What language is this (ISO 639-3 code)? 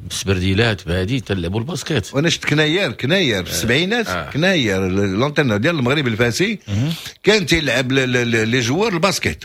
ary